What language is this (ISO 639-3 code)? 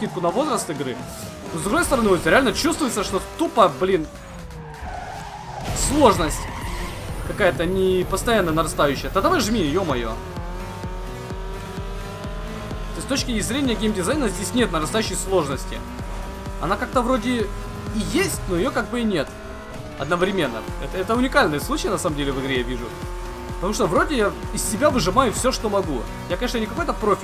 rus